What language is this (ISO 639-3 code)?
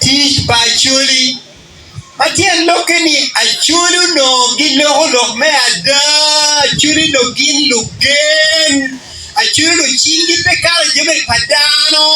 ach